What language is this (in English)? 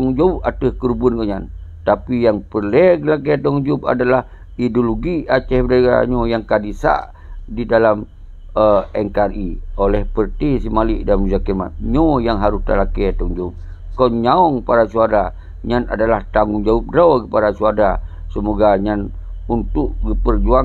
Achinese